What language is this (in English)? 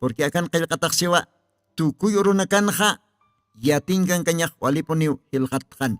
Aymara